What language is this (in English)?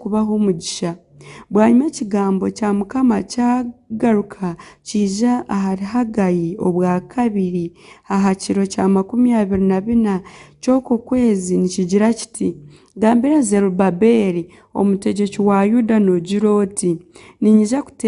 Nyankole